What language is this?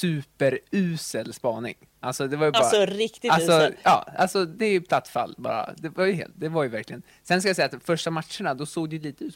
Swedish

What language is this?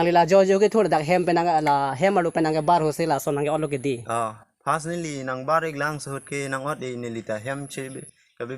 Karbi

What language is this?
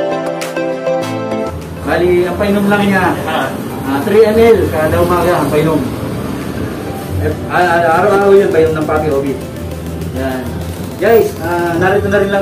Filipino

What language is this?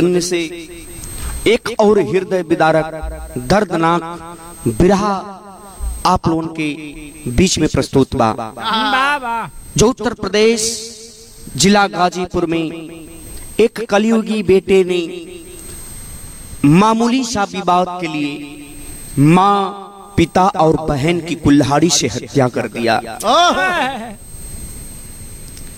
Bhojpuri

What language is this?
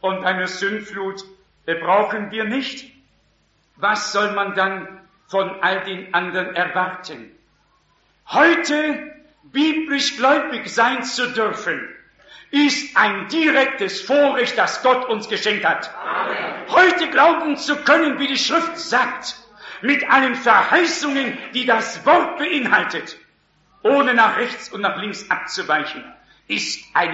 German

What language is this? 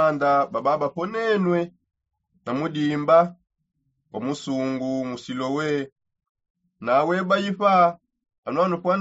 Songe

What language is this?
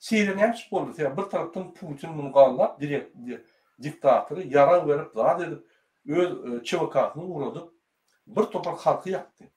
Turkmen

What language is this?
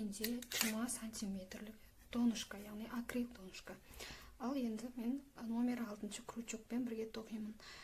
Kazakh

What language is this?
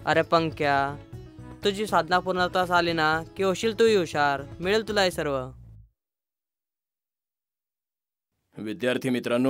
Marathi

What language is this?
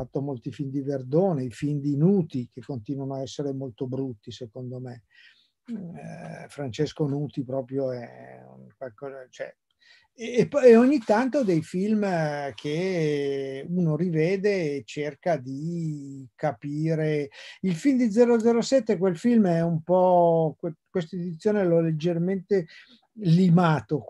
Italian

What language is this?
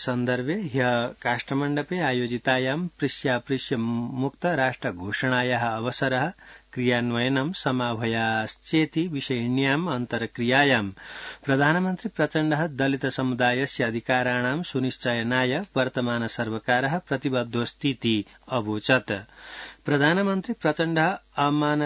Sanskrit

